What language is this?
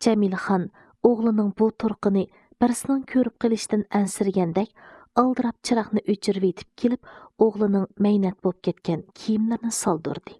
Uyghur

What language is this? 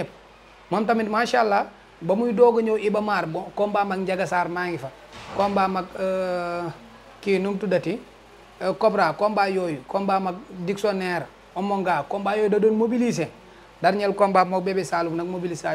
Wolof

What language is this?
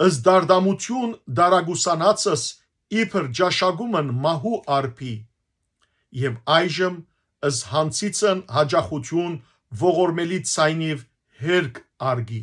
Western Armenian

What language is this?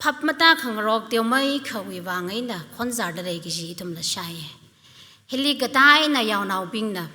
Tangkhul Naga (India)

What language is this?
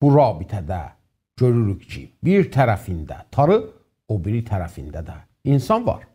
South Azerbaijani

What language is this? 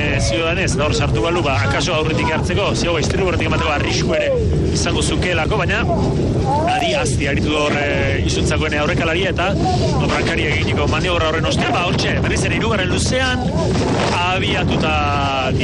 Basque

